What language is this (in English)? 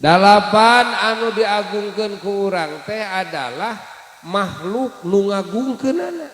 Sundanese